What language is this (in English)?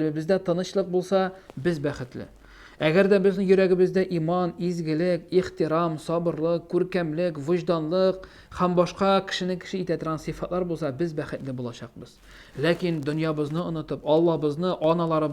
Tatar